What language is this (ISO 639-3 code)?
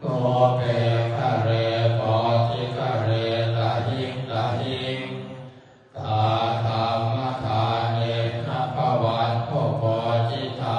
pli